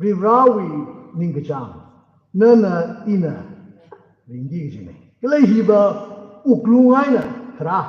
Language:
Tangkhul Naga (India)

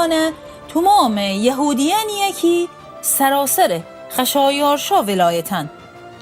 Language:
Gilaki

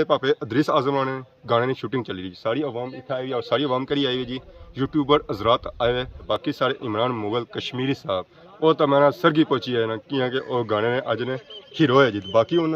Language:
Pahari-Potwari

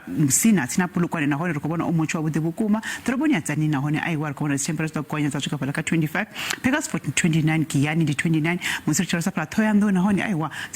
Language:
Venda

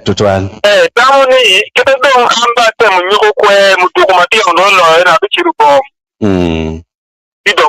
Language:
Acoli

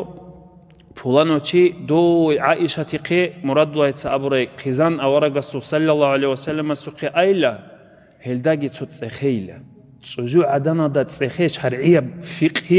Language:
Avaric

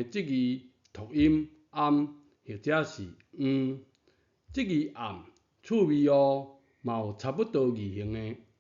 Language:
Min Nan Chinese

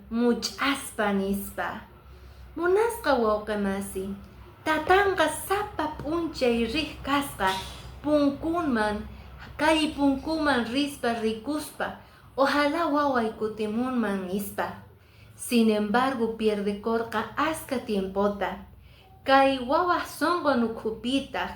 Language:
Quechua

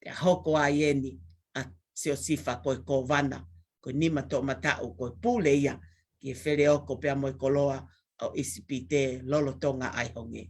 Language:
Tongan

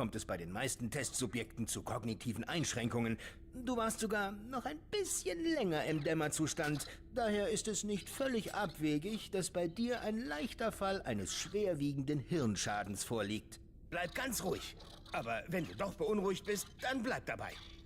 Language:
Swiss German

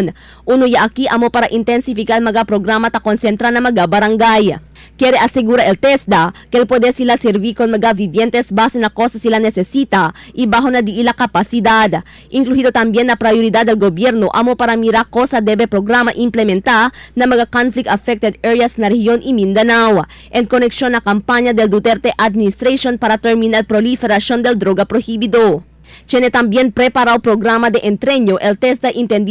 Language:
Chavacano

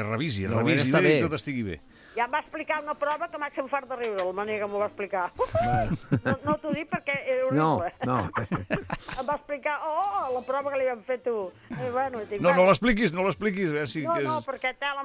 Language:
Catalan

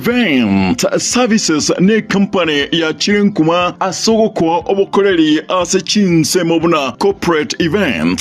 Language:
Gusii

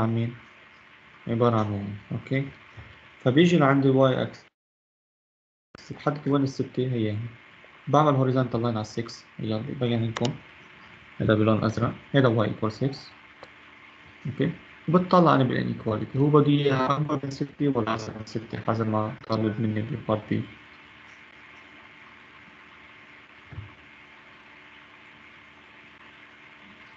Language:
North Levantine Arabic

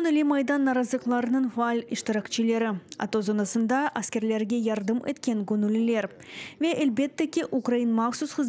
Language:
Crimean Tatar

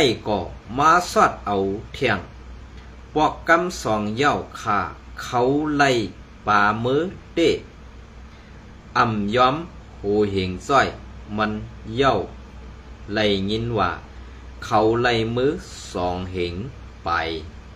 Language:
Shan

